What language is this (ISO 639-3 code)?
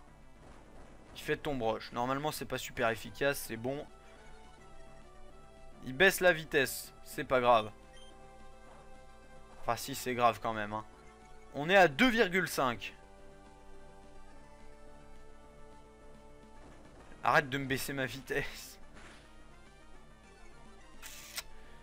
fra